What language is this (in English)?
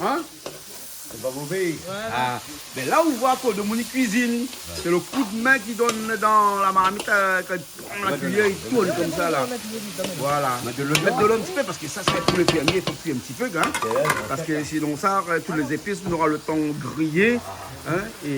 Réunion Creole French